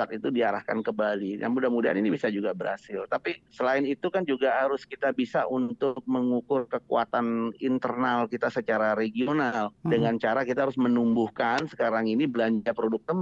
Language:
Indonesian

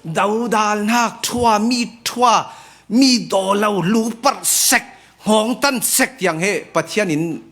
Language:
Falam Chin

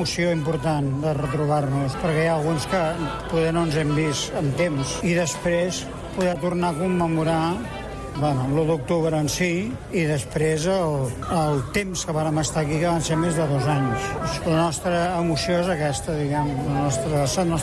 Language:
Catalan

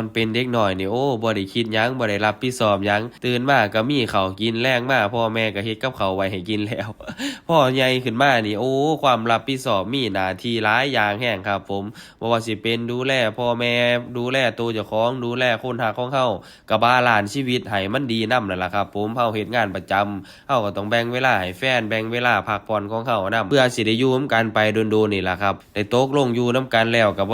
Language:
Northeastern Thai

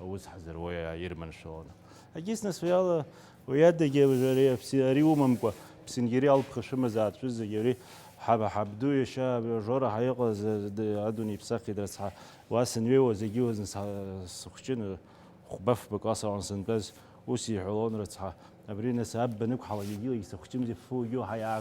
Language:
Abkhazian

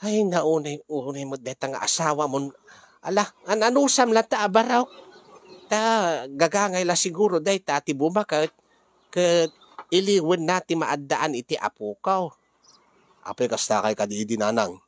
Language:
Iloko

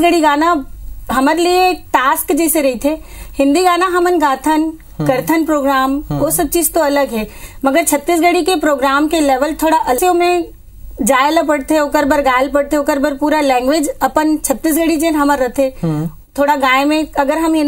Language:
Chhattisgarhi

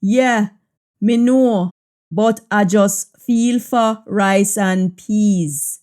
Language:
Jamaican Creole English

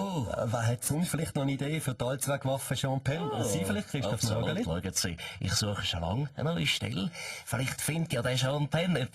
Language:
Swiss German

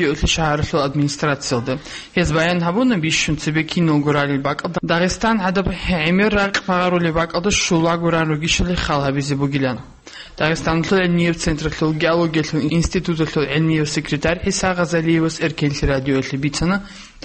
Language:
Avaric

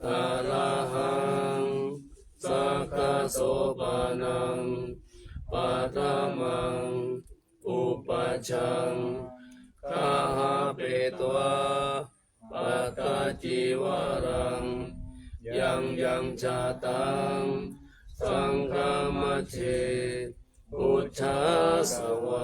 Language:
Pali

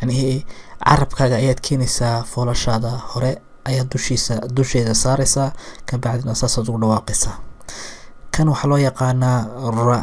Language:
Somali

